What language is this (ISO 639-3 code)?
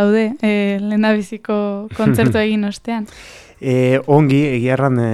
eus